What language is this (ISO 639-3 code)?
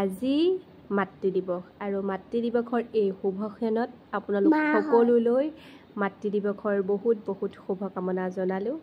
asm